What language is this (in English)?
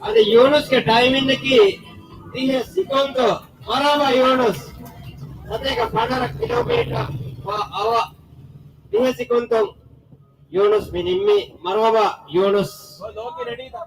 Divehi